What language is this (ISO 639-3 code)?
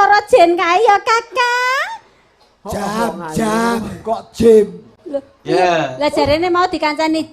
jav